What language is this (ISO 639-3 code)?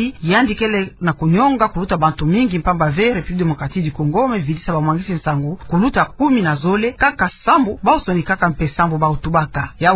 ktu